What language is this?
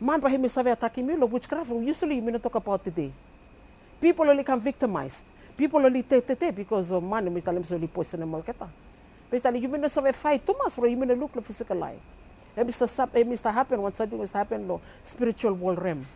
Bislama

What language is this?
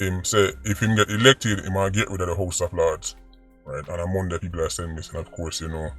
Jamaican Creole English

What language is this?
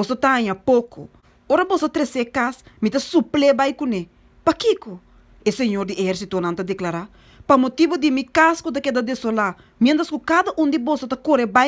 Papiamento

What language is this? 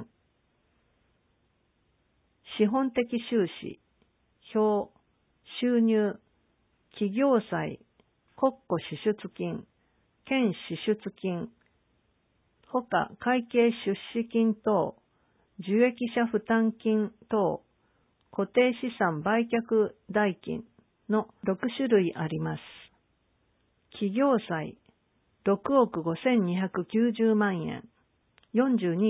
Japanese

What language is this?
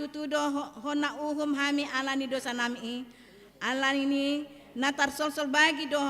Batak Toba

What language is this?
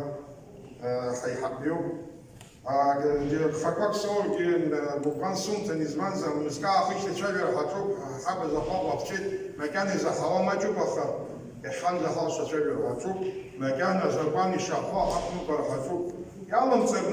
Abkhazian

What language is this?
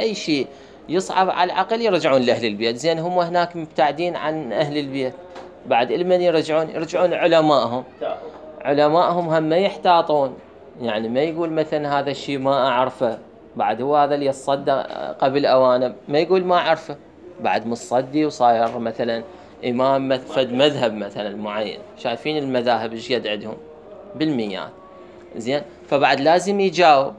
Mesopotamian Arabic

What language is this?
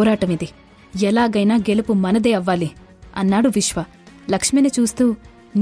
Telugu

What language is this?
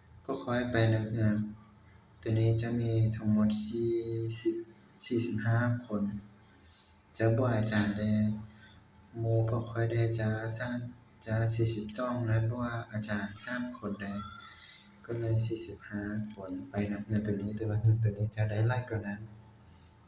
Lao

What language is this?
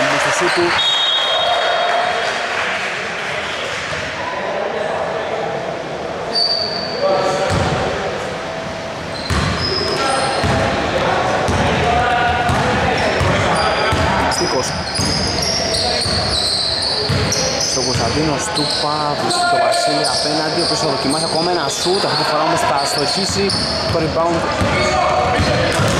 Greek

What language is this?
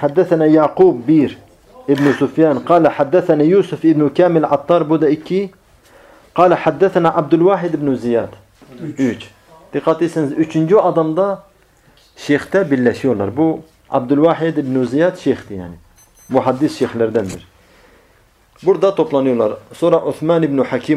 Turkish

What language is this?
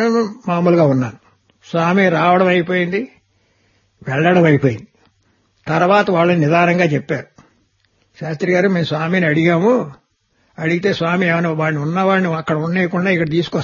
Telugu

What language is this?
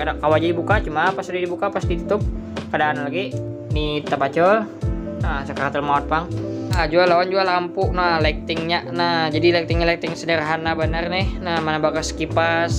Banjar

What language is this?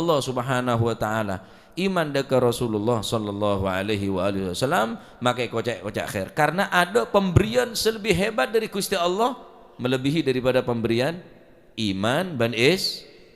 Madurese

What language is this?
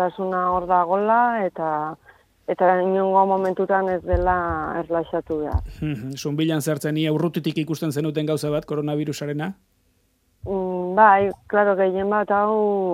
Basque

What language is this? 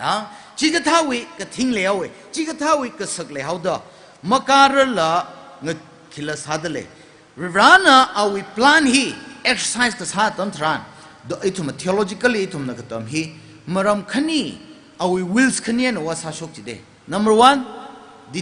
Tangkhul Naga (India)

